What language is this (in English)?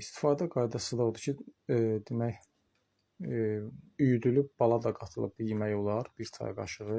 Azerbaijani